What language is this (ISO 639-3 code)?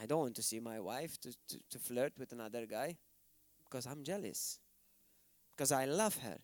eng